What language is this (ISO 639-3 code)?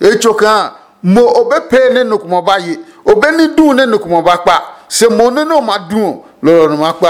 ada